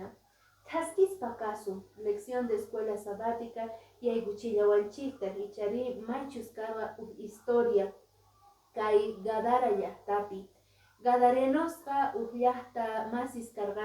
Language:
Quechua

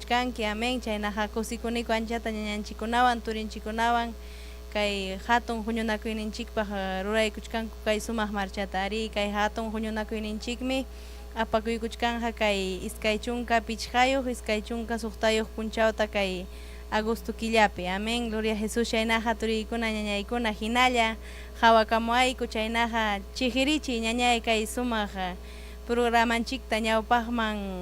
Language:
Ayacucho Quechua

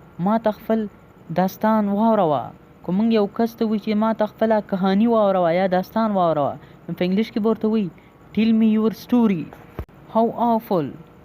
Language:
Pashto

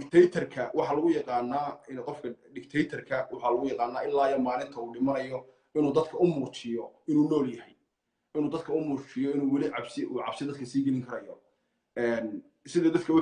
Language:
Somali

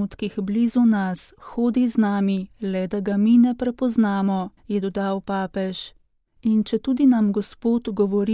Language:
Slovenian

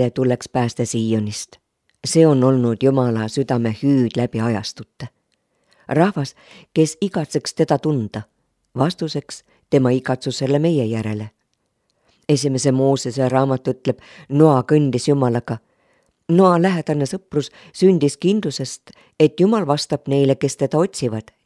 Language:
Estonian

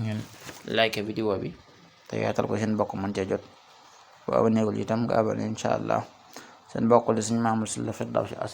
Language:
Wolof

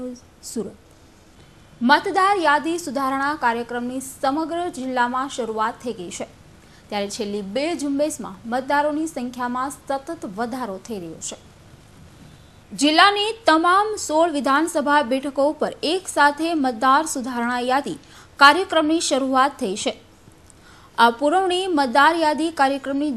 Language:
Gujarati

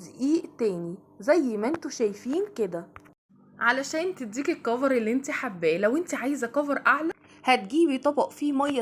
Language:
Egyptian Arabic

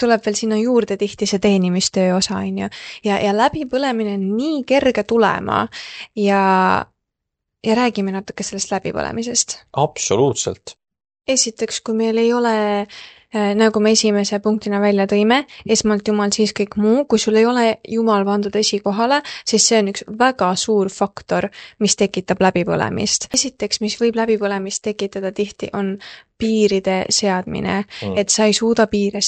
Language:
Estonian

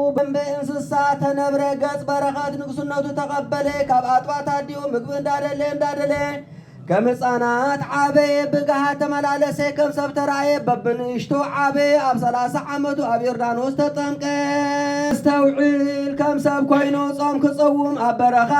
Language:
Tigrinya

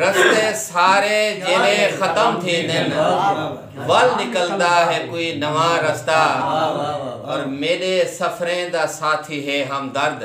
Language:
Saraiki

